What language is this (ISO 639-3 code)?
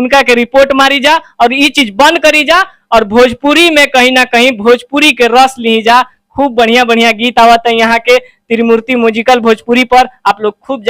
bho